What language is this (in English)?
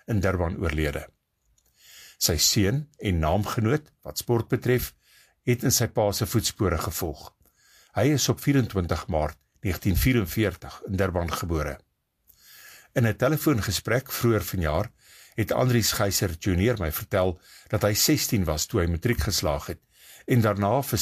Afrikaans